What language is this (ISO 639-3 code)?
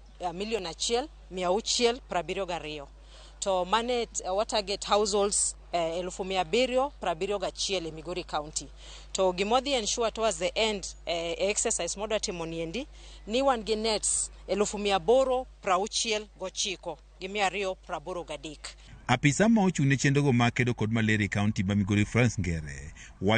luo